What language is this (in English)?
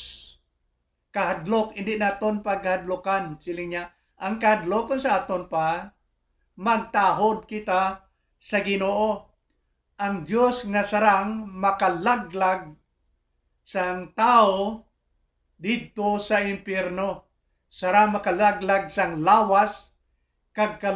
Hiligaynon